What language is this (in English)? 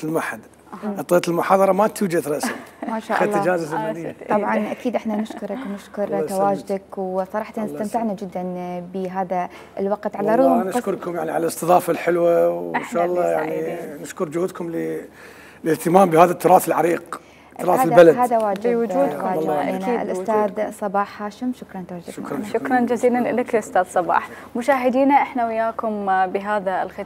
Mesopotamian Arabic